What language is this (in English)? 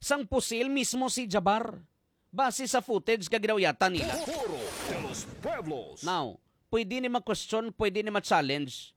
Hiligaynon